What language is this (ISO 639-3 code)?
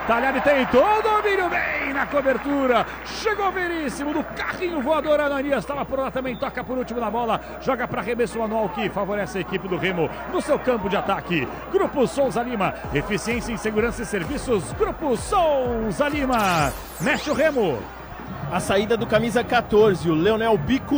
por